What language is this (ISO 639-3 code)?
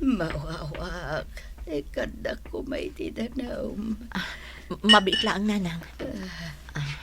ilo